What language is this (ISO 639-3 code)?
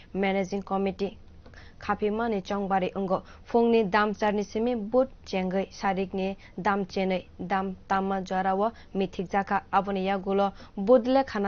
trp